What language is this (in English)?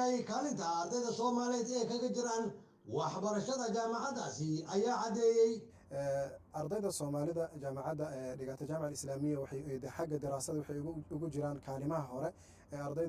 Somali